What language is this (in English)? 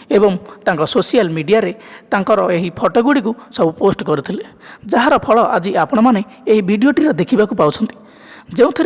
Odia